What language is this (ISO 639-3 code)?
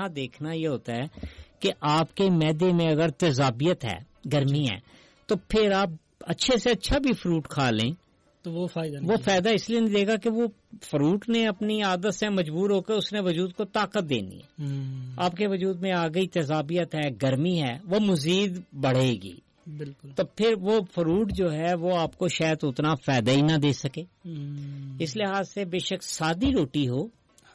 urd